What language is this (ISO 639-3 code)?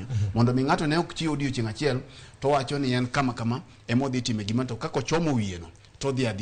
luo